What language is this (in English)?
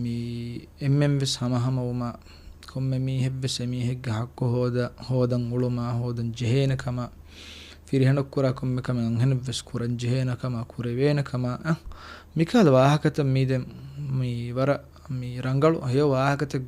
Divehi